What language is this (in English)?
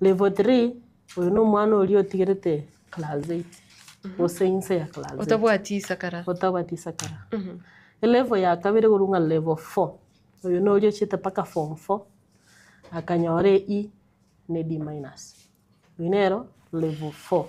Gusii